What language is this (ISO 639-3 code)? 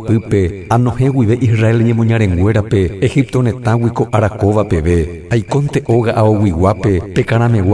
grn